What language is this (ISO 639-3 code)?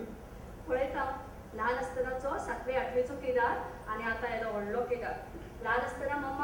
kok